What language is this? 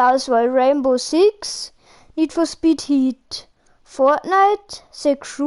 Bavarian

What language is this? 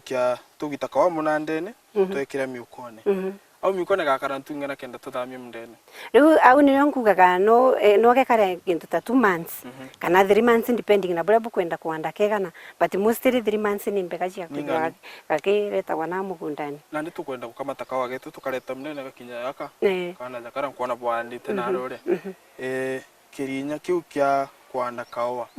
Meru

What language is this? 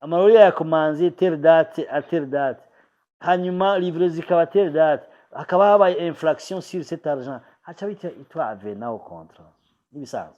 Rundi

